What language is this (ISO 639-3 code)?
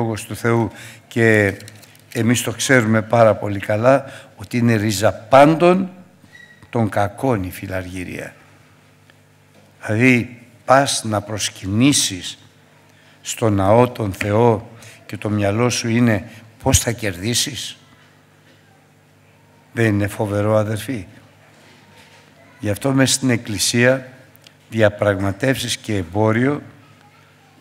ell